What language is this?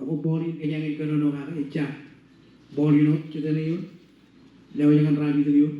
Marshallese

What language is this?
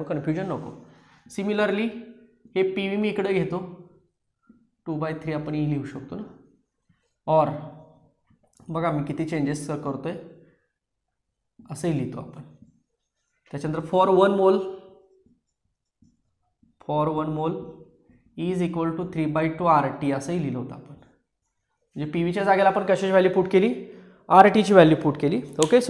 Marathi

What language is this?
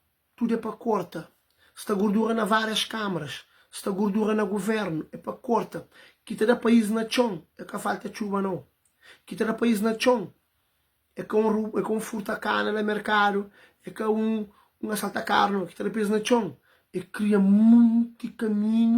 Kabuverdianu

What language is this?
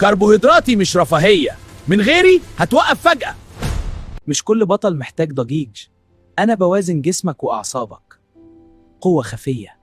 Egyptian Arabic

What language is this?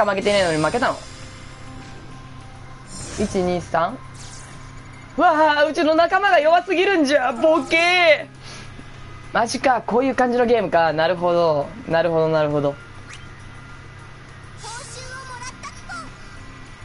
Japanese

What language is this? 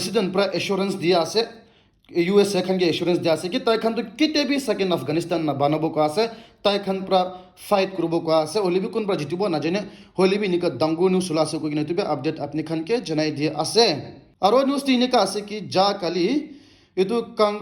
Naga Pidgin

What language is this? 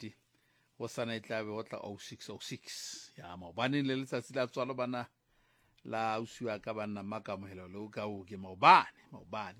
Southern Sotho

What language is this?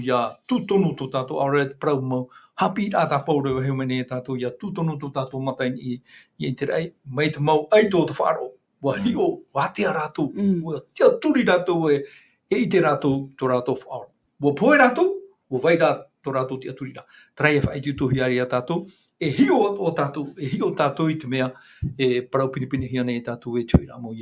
Tahitian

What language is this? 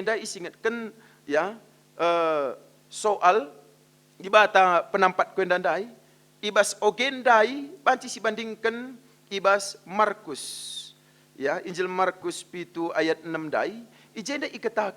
Batak Karo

